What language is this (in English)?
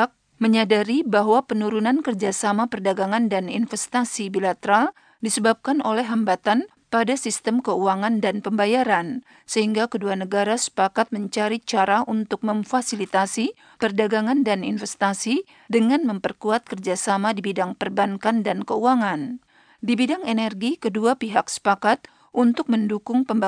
Indonesian